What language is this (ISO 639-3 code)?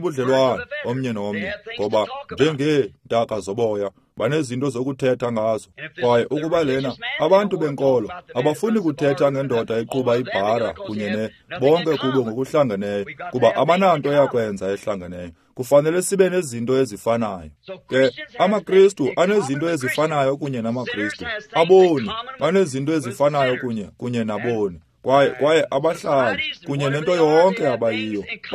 xho